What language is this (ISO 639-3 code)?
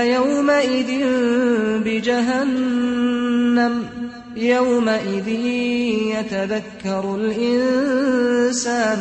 aze